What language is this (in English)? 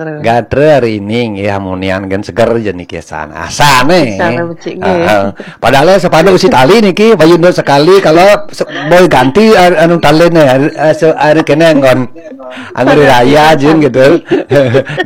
Balinese